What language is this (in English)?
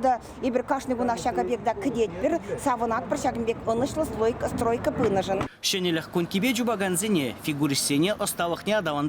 Chuvash